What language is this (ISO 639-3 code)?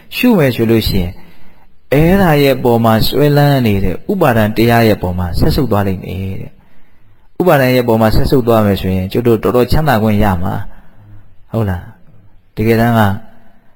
mya